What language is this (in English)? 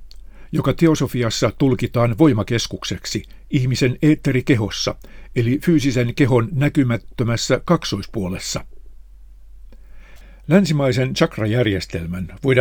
Finnish